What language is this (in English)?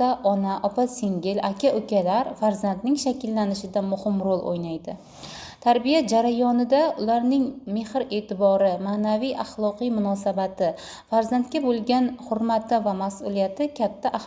Uzbek